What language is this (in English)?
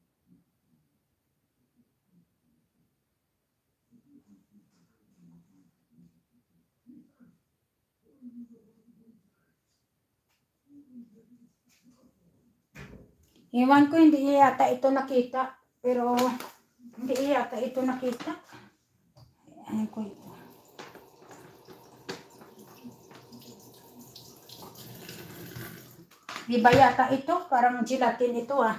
Filipino